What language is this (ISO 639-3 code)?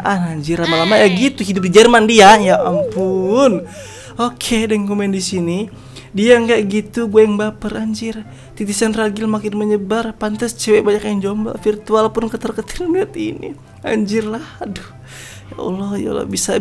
ind